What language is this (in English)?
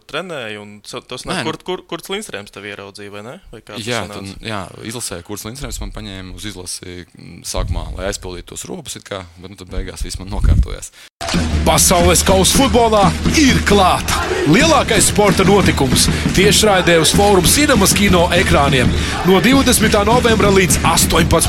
Latvian